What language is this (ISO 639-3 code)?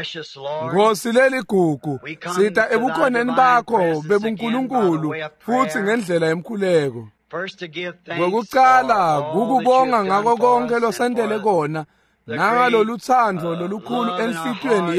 ssw